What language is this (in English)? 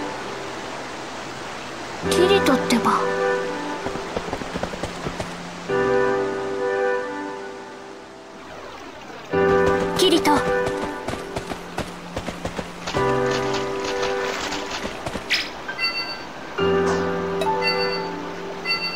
Japanese